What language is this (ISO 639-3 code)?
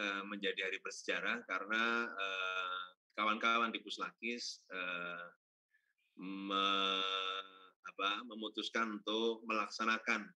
ind